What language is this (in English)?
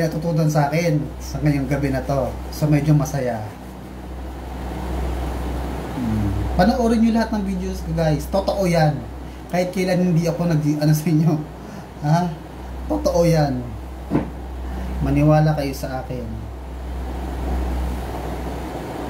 Filipino